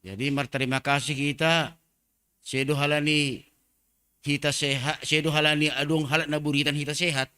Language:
Batak Simalungun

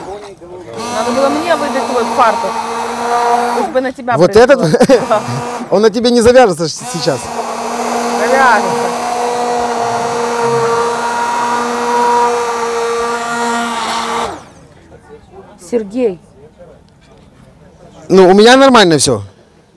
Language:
Russian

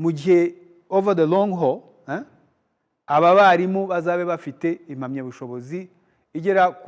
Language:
Kinyarwanda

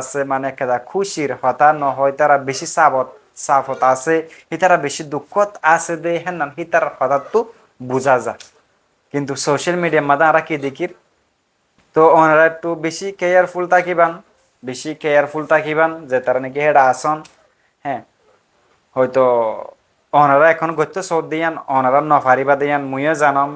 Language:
Rohingya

